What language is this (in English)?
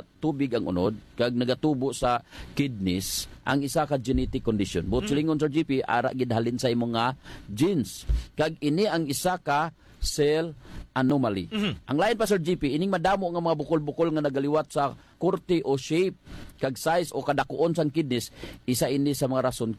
Hiligaynon